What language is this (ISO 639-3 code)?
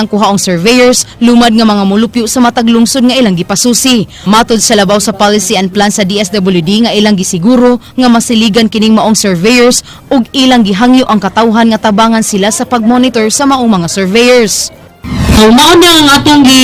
ceb